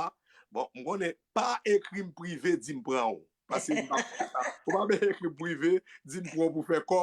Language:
Haitian Creole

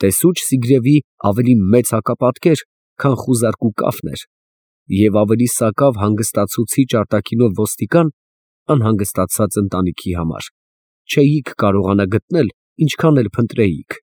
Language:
Armenian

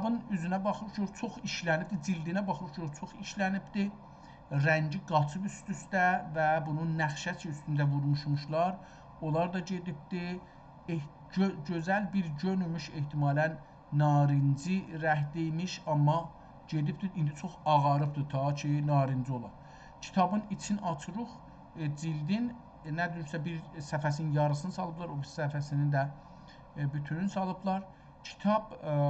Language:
South Azerbaijani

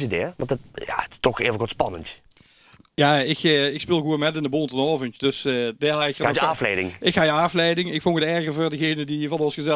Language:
Limburgish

